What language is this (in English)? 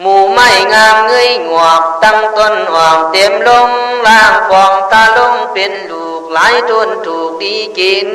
Khün